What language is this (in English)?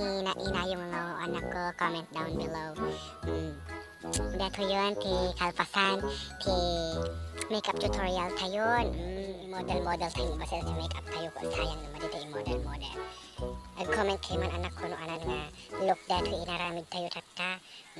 Iloko